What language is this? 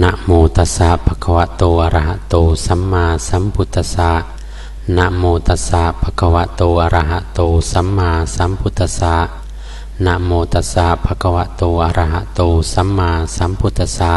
Pali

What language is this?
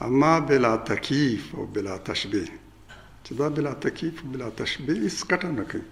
Pashto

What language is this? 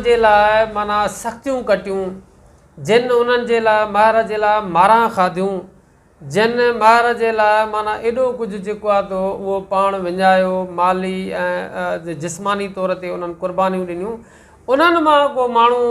Sindhi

